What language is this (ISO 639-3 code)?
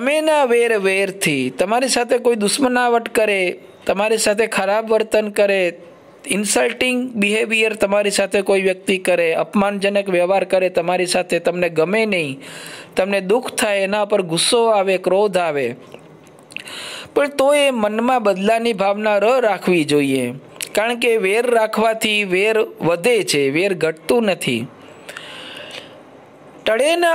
guj